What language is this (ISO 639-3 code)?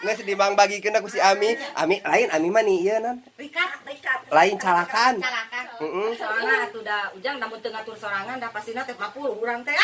sun